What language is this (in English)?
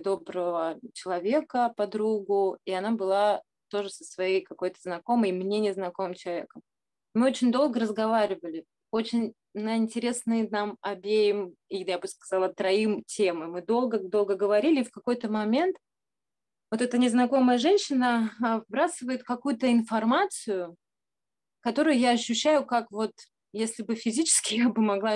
Russian